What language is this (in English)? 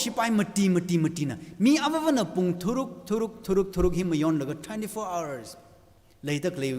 Tangkhul Naga (India)